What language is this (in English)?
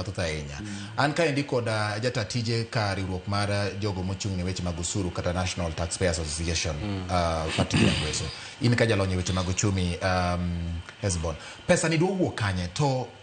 Luo (Kenya and Tanzania)